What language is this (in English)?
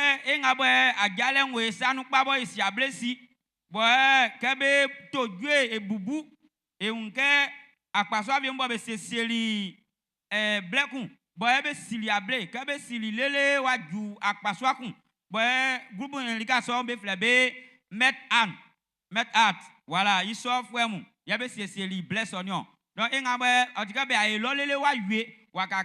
Baoulé